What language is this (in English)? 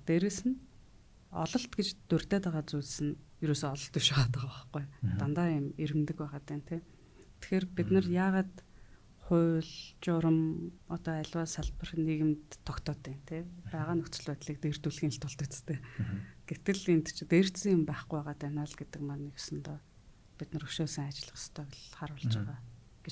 Mongolian